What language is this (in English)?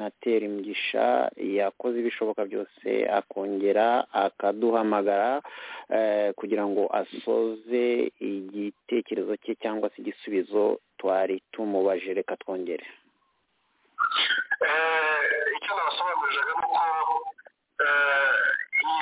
Kinyarwanda